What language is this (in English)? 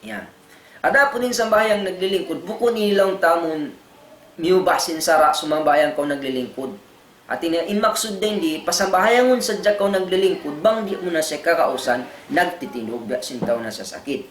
Tausug